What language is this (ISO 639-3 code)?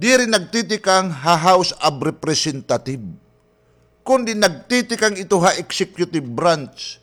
war